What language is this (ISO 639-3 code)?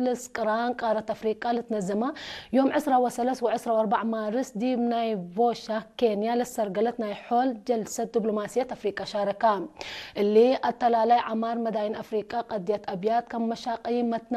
tig